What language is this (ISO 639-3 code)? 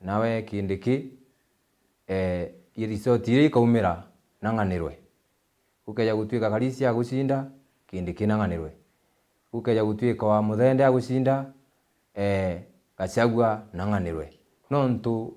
mer